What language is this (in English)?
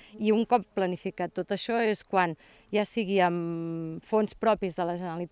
Catalan